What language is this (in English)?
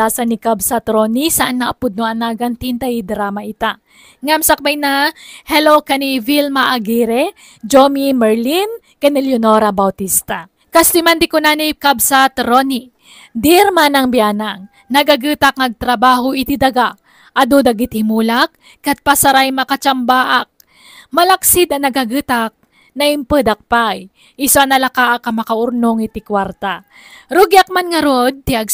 Iloko